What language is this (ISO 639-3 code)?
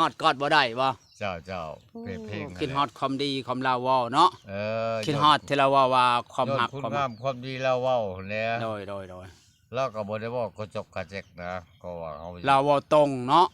lao